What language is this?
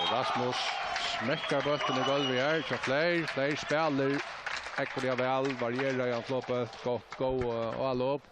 Faroese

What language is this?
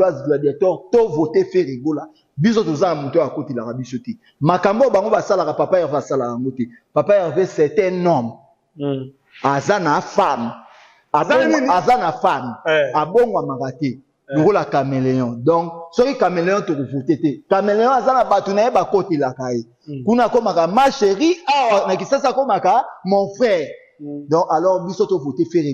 Lingala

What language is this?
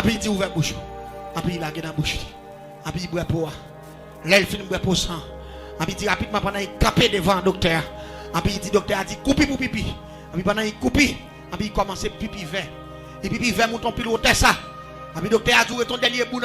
Haitian Creole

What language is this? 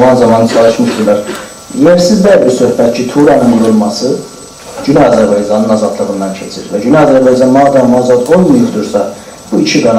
South Azerbaijani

